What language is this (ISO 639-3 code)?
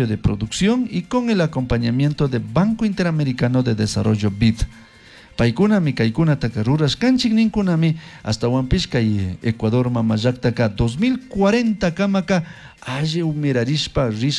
qug